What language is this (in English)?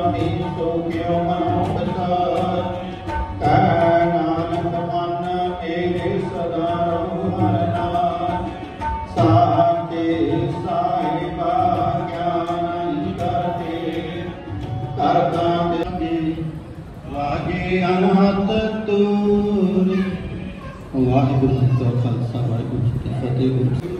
Punjabi